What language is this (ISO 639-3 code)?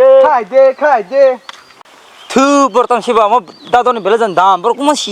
trp